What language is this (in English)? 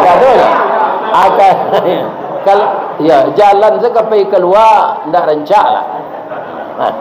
Minangkabau